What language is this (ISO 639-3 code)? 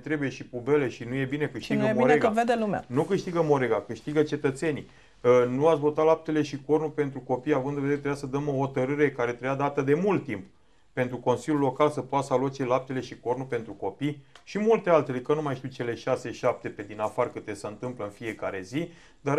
ron